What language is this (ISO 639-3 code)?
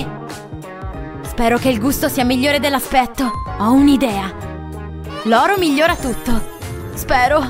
ita